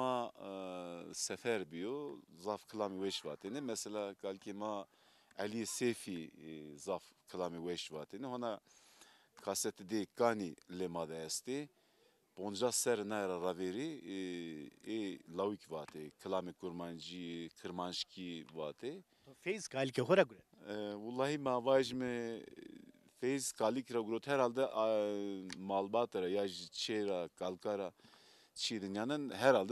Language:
Zaza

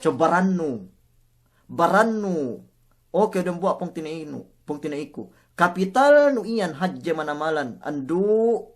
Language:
Yakan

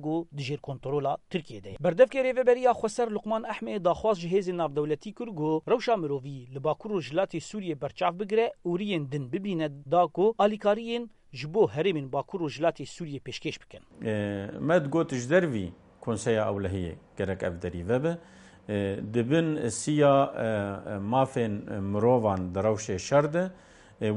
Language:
Kurdish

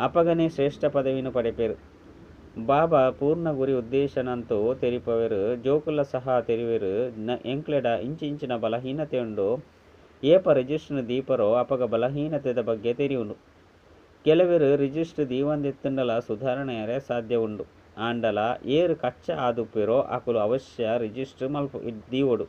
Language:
Tulu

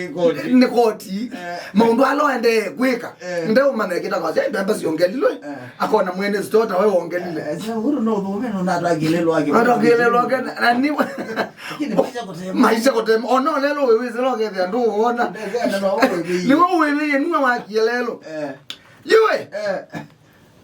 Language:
Kamba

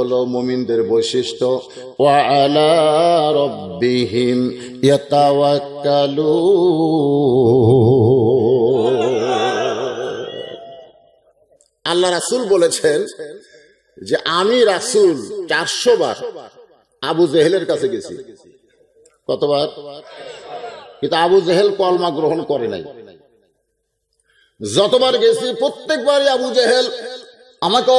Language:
Bangla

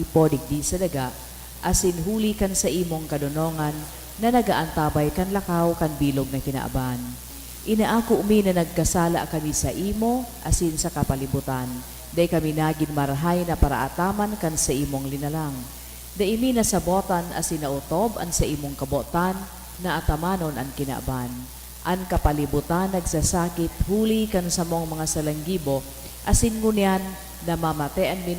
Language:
Bikol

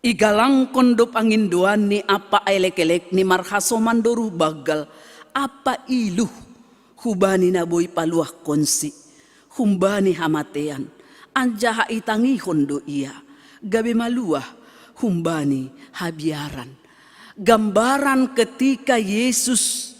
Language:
Batak Simalungun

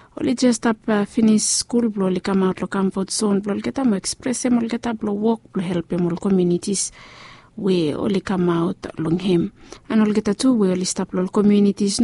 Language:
Bislama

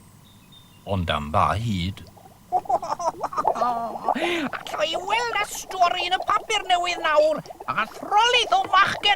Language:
Welsh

